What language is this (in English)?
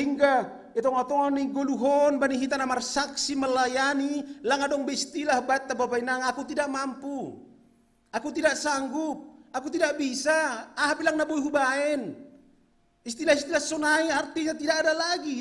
Batak Simalungun